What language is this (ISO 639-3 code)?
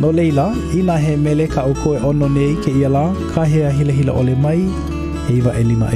haw